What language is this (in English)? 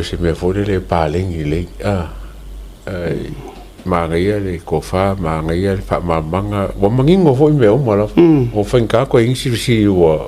Samoan